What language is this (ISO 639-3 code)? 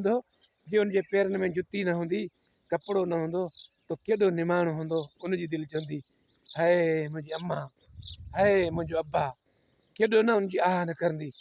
snd